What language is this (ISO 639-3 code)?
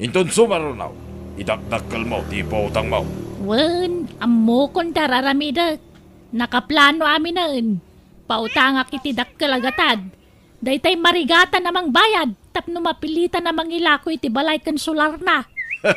ilo